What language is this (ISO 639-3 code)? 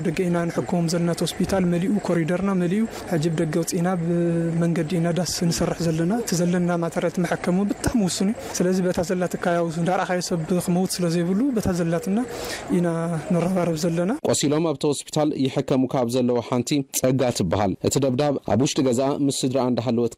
tir